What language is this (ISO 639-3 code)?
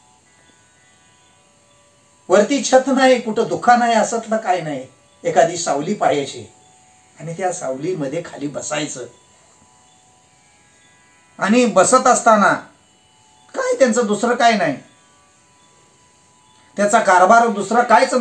mar